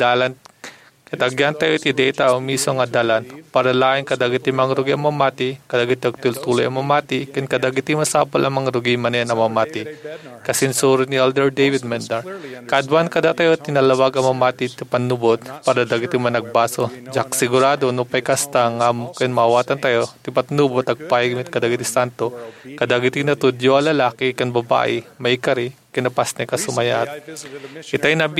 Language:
Iloko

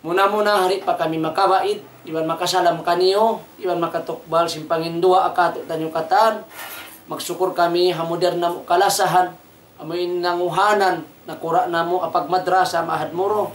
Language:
Tausug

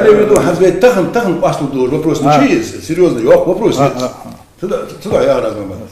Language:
Ingush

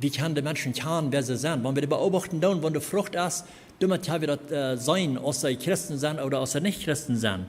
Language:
Plautdietsch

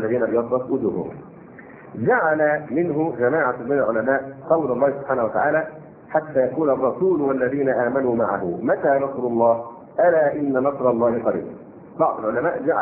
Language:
Arabic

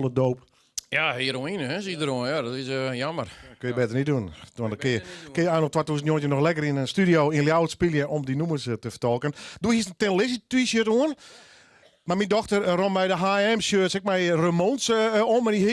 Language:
Western Frisian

